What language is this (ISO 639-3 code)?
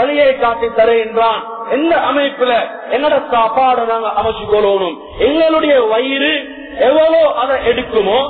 tam